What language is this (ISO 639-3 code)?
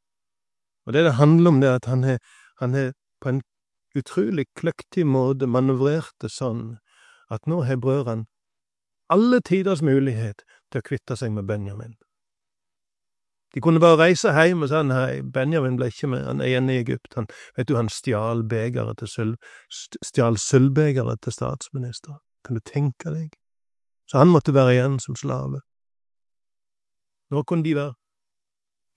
nor